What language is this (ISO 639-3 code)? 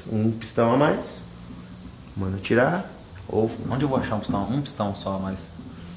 por